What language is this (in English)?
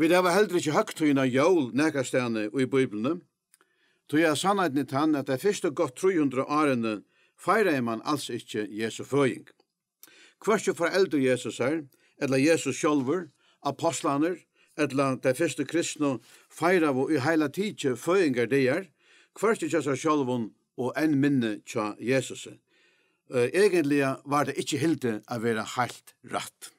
Faroese